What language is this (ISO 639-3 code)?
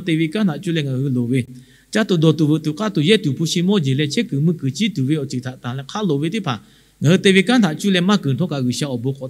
lhu